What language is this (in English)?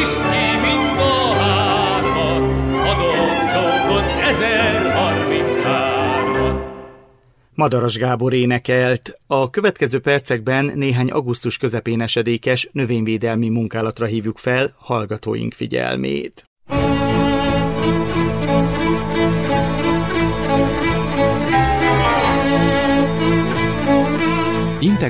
Hungarian